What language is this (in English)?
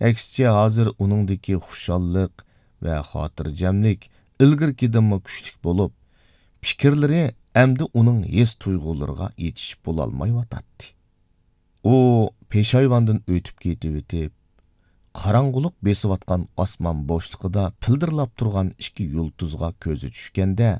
Uyghur